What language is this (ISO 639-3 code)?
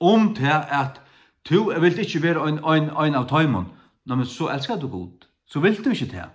fao